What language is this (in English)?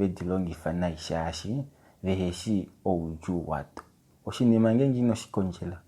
Kuanyama